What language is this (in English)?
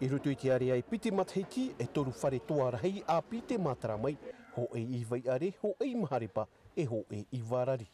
Tahitian